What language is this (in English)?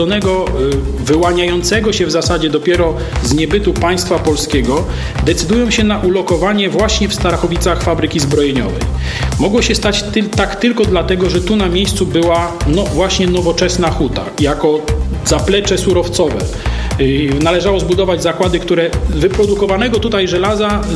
Polish